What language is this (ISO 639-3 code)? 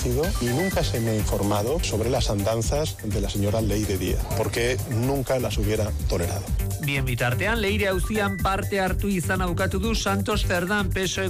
eus